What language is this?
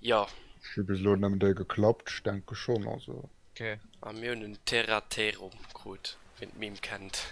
Luxembourgish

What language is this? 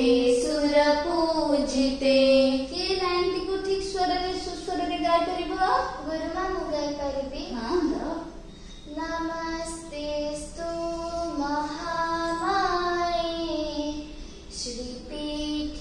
Odia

